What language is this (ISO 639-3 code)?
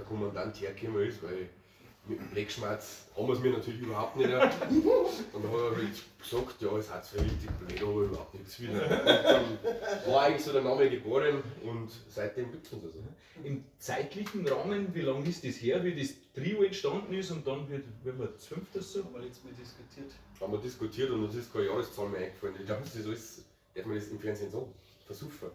bar